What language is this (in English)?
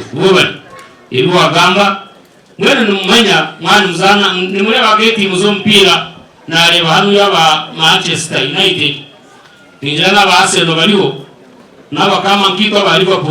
Nyankole